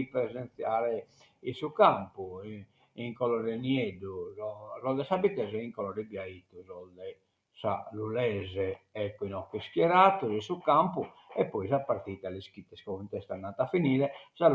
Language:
Sardinian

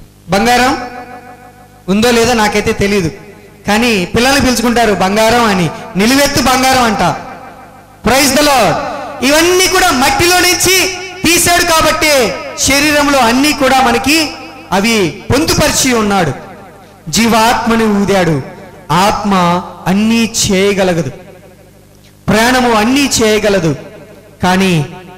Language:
Telugu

